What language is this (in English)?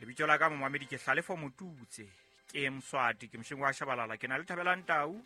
Southern Sotho